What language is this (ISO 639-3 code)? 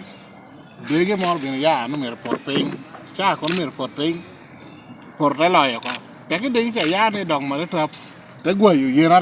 laj